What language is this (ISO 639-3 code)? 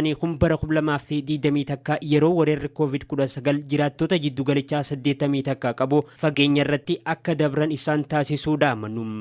orm